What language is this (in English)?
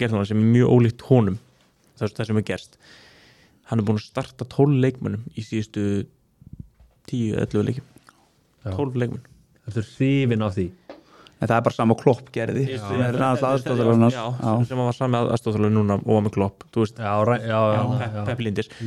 Icelandic